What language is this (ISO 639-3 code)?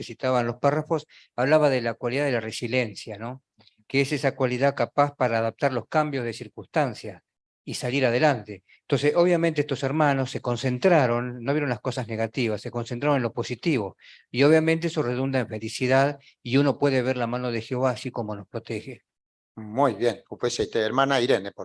grn